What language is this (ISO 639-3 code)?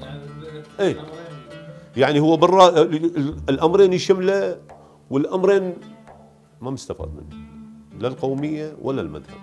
acm